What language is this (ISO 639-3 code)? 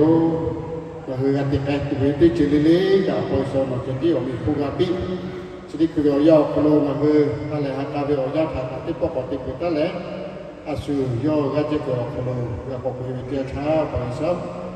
lhu